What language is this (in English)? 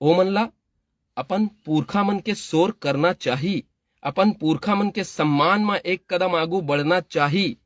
Chhattisgarhi